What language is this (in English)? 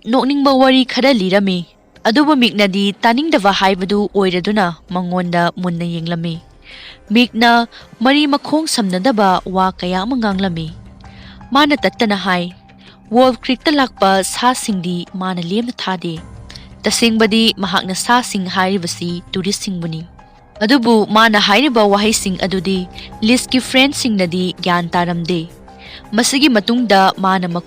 Manipuri